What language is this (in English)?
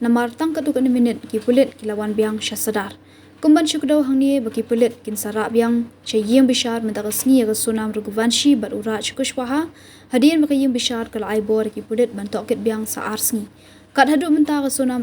Khasi